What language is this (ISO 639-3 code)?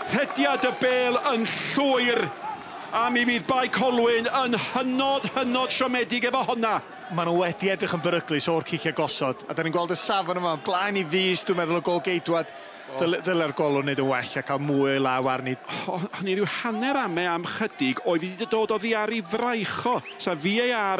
cym